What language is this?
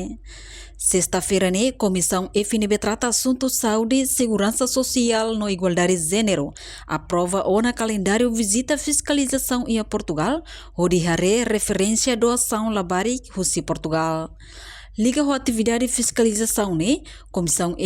Tetum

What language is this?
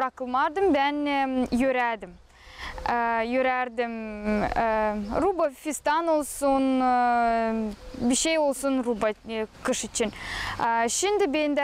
Gagauz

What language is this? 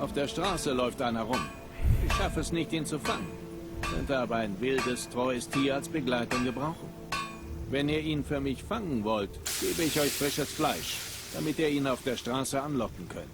Bavarian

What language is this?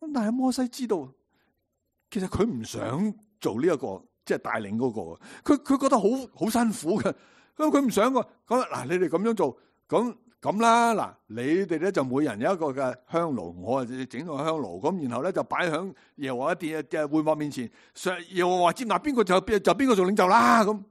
Cantonese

